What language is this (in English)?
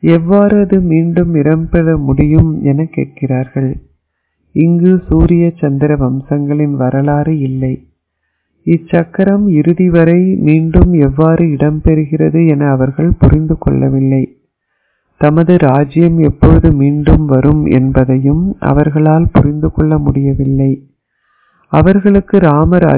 Tamil